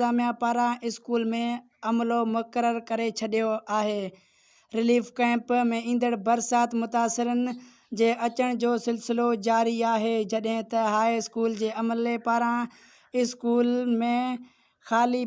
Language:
Sindhi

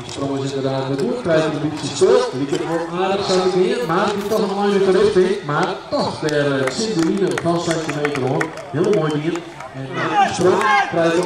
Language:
Western Frisian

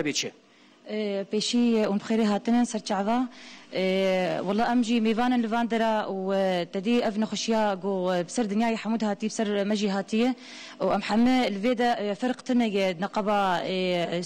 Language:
Kurdish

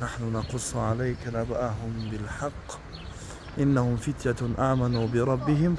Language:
Tajik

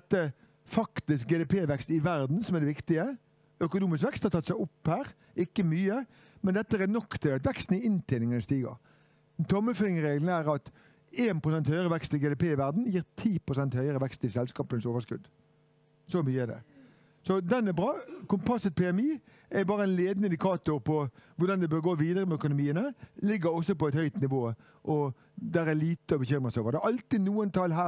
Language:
Norwegian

